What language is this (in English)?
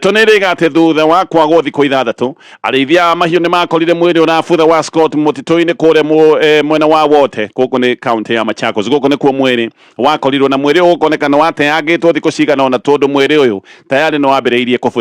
Kikuyu